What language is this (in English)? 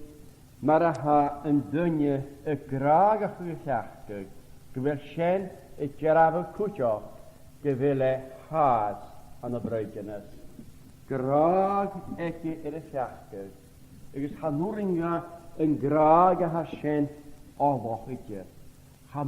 Scottish Gaelic